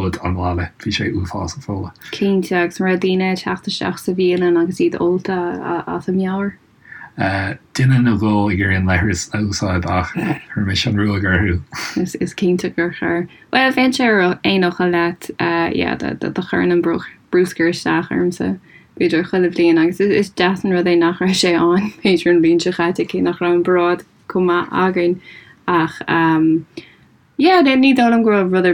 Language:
Irish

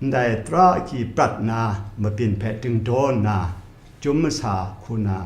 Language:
Kachin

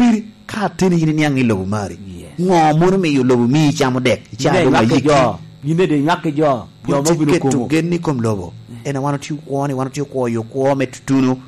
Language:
Lango (Uganda)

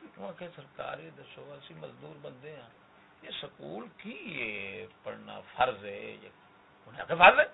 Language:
Saraiki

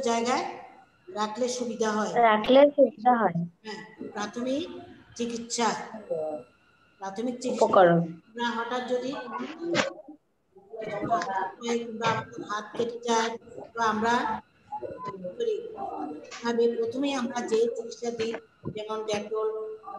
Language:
Bangla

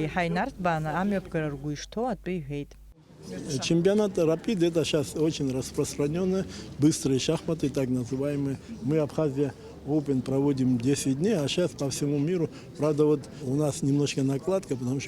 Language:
Abkhazian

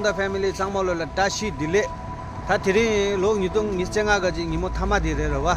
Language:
Tibetan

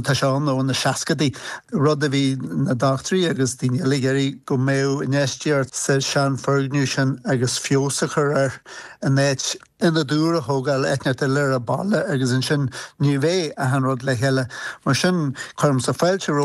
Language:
Irish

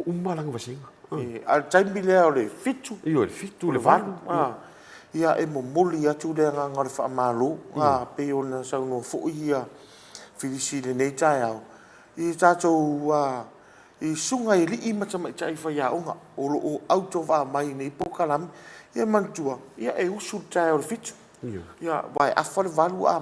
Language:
Samoan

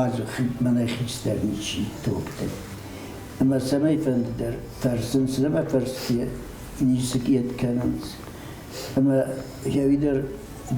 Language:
Ossetic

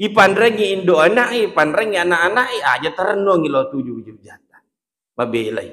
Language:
Buginese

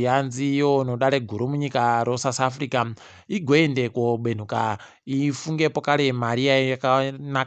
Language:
Ndau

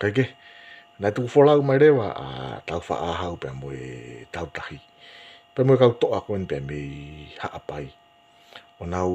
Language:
Tongan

